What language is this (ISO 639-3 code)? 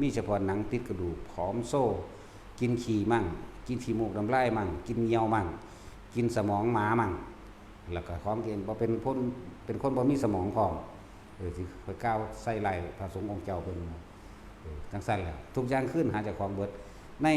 tts